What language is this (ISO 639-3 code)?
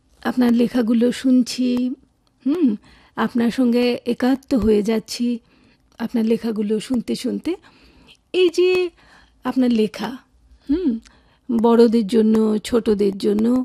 ben